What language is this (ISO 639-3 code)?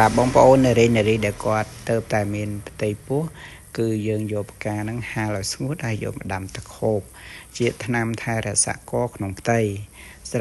khm